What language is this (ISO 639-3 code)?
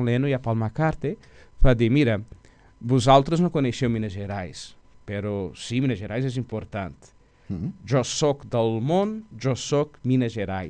cat